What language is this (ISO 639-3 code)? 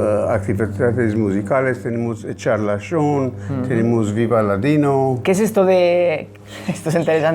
lad